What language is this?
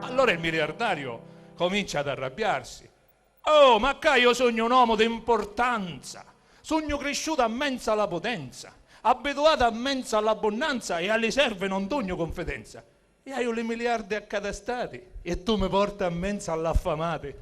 Sicilian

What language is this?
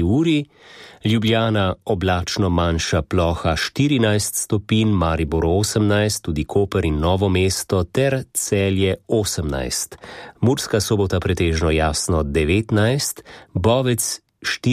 Slovenian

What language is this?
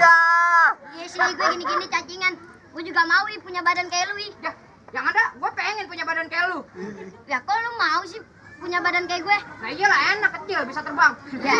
Betawi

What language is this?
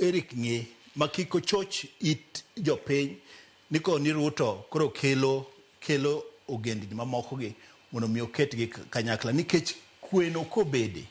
Luo (Kenya and Tanzania)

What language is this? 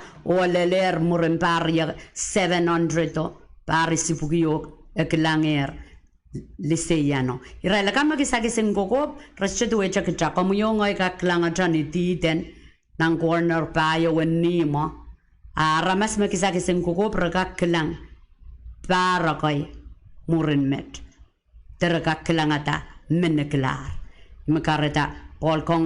Pohnpeian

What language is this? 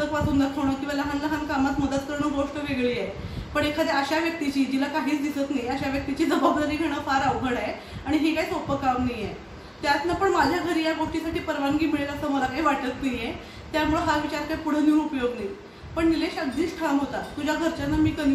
Marathi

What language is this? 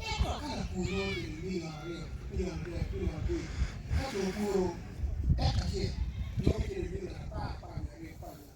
Acoli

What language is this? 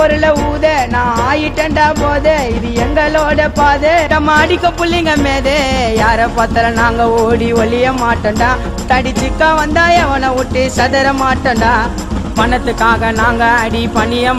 Tamil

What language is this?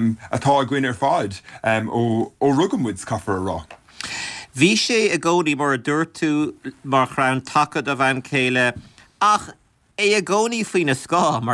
Irish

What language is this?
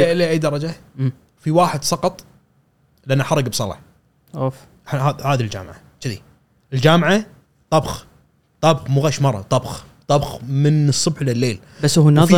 Gulf Arabic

